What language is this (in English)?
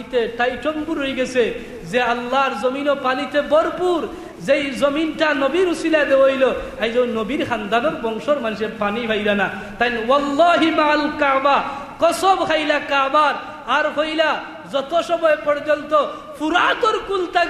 Sylheti